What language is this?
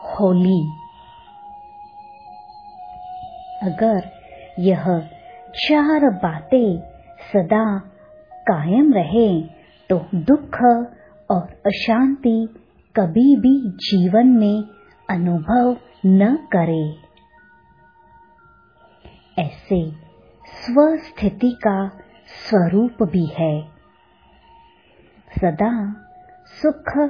Hindi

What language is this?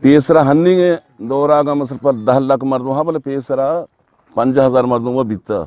Eastern Balochi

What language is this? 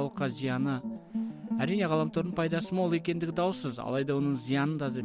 Kazakh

